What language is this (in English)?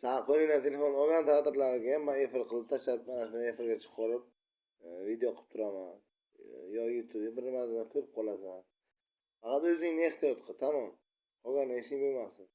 Uzbek